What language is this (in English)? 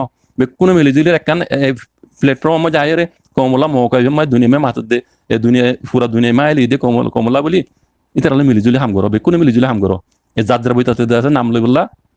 Rohingya